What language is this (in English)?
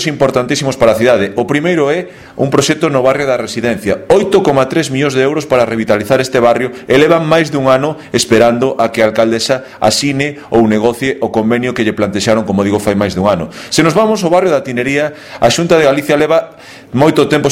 Galician